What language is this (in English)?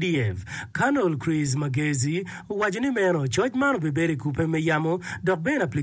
Acoli